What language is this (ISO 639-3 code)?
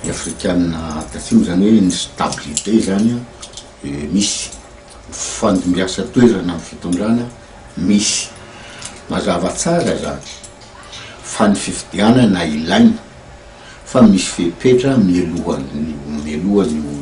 mlg